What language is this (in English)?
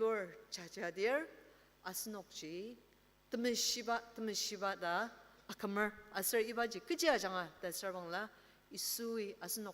Ao Naga